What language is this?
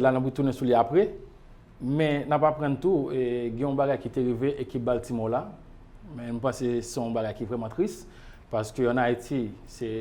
Haitian Creole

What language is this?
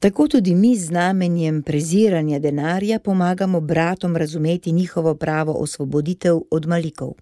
Slovenian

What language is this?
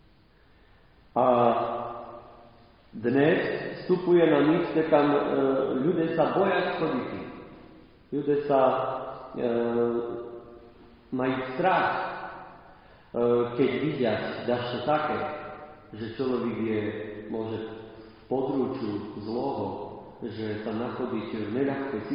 Slovak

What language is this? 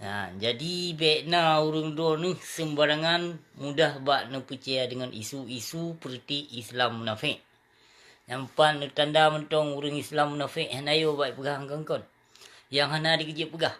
Achinese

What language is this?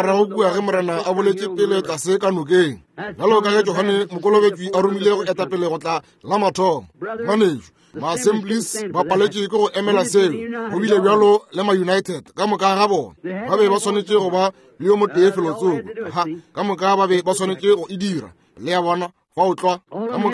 Northern Sotho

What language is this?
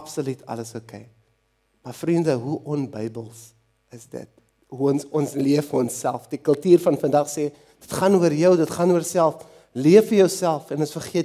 Afrikaans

